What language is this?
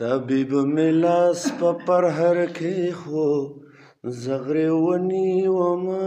Pashto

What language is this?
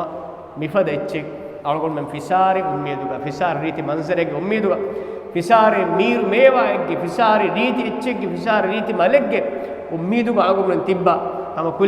Divehi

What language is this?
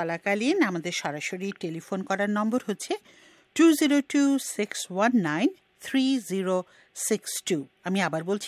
Bangla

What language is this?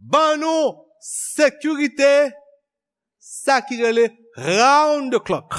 Haitian Creole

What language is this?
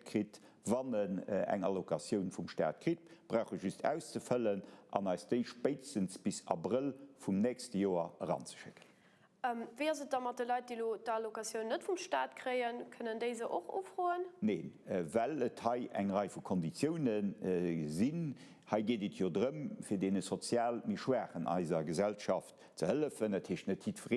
Luxembourgish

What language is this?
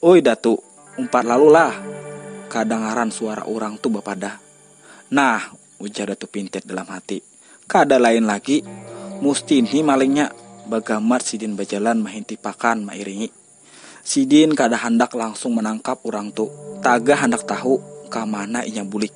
Banjar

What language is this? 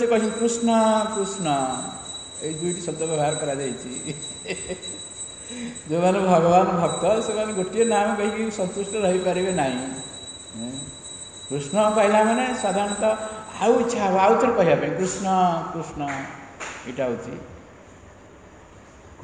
Odia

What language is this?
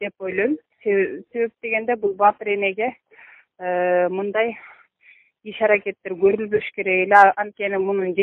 Kyrgyz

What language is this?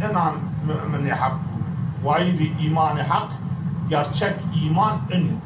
Zaza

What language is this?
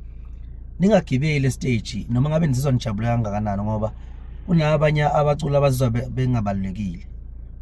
Zulu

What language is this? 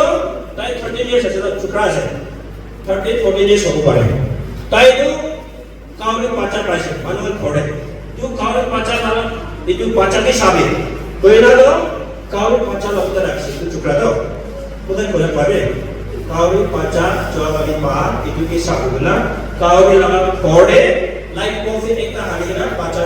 Naga Pidgin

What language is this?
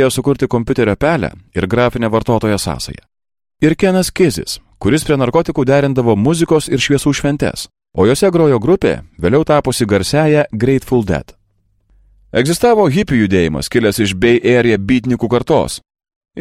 Lithuanian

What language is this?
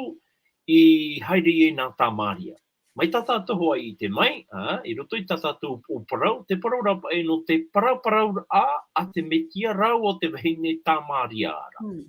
Tahitian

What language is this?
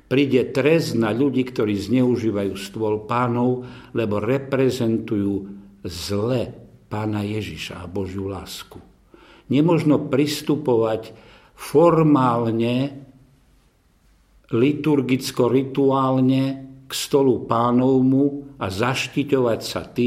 Slovak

